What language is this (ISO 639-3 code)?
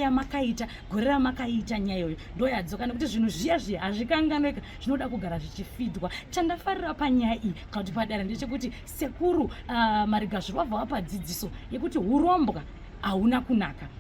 sna